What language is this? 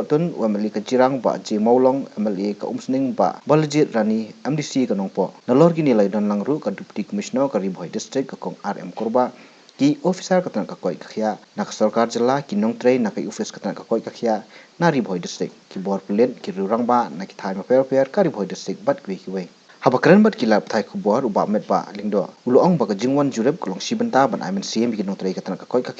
Khasi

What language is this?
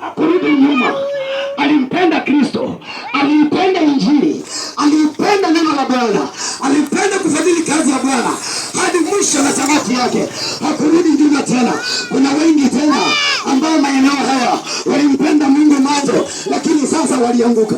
Swahili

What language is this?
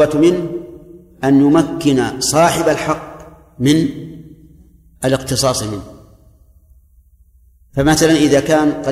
Arabic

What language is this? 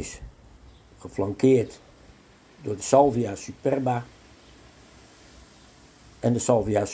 Dutch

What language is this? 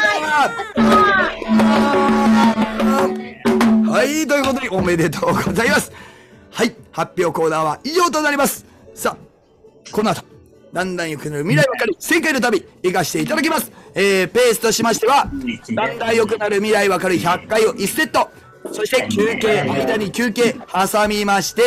Japanese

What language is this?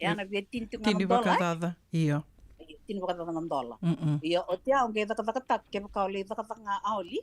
Fijian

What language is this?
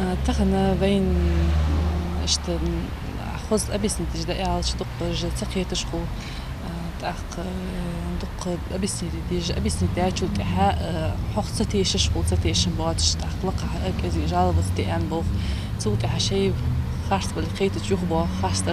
Ingush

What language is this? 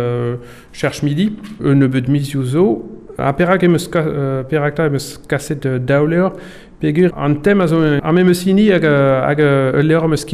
Breton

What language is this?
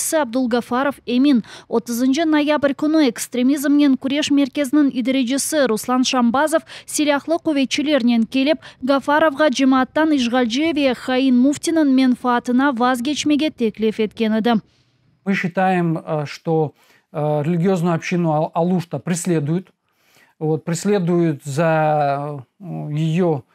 Crimean Tatar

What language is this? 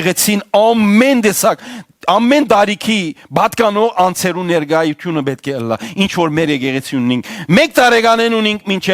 Western Armenian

